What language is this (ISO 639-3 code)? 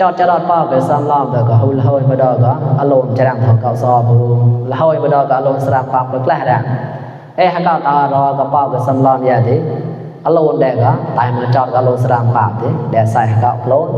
mnw